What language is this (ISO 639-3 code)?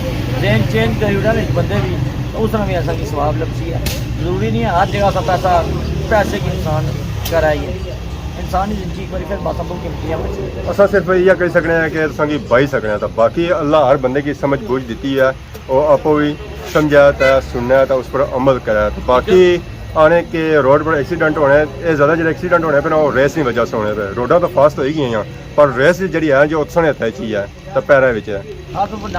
phr